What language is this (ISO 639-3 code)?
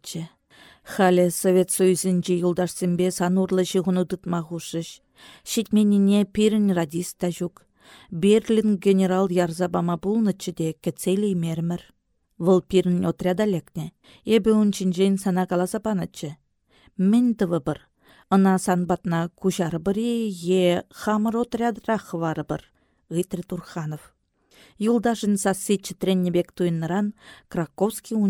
chv